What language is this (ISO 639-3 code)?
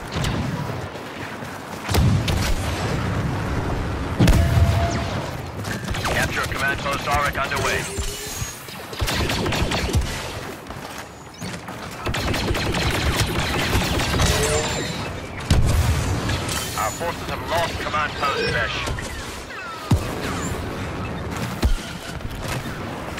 eng